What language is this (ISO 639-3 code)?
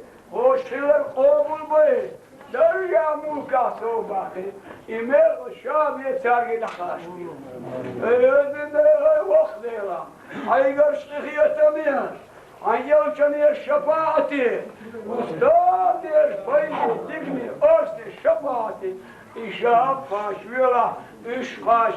che